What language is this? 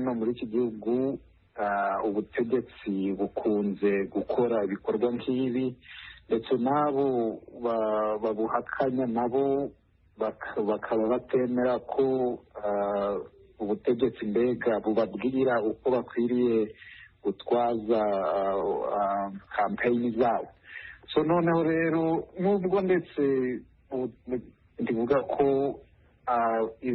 Kinyarwanda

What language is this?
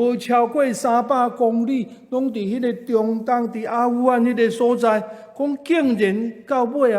Min Nan Chinese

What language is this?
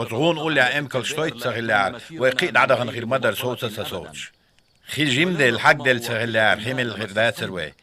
Chechen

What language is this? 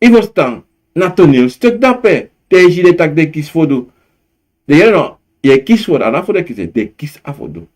Sranan Tongo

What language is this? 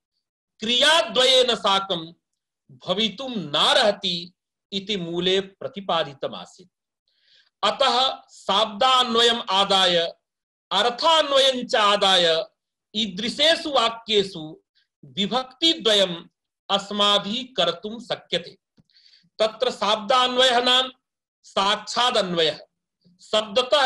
Sanskrit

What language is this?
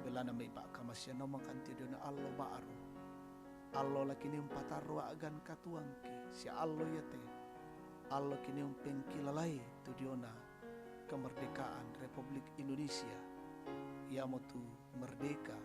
Toraja-Sa'dan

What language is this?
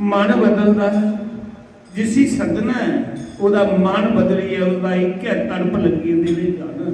Dogri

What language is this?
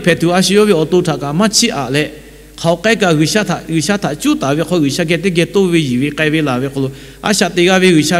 Lahu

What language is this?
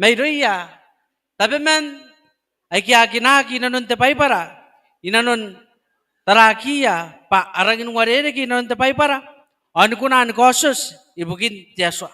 Gilbertese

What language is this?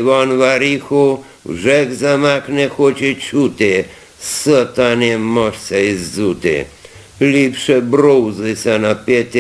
Rusyn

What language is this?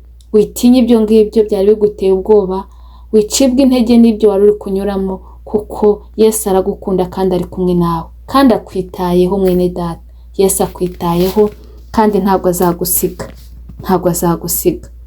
Kinyarwanda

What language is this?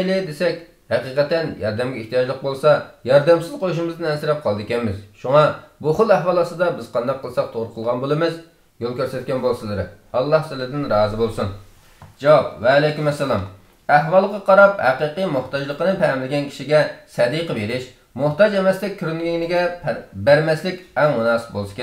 Uyghur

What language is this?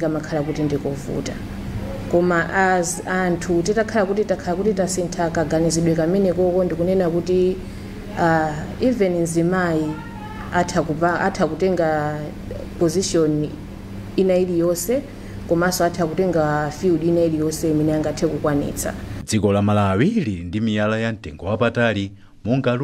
Nyanja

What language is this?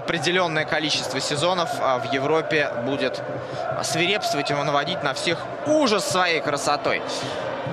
Russian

